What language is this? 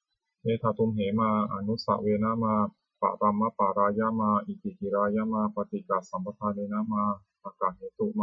Pali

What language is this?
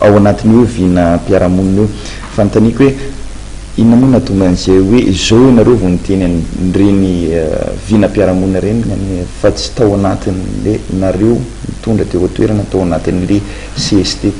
Malagasy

